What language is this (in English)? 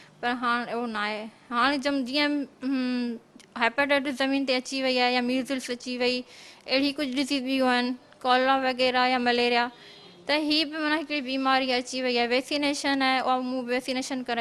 Sindhi